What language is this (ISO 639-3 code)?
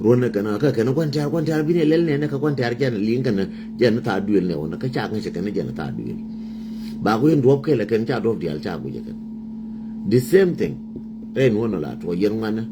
nus